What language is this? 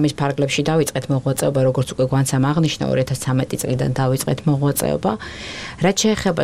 Georgian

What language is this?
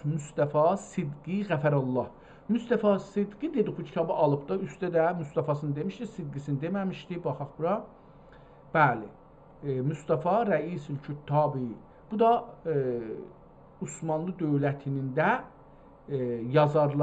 South Azerbaijani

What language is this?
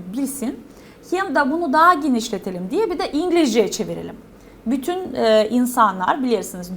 Gagauz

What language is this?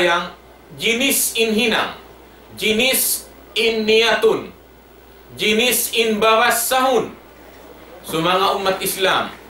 Tausug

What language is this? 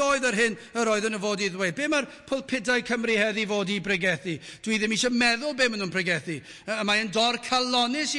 Welsh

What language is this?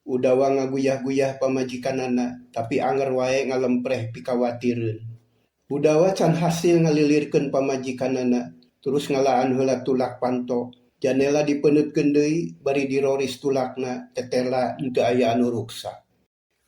Sundanese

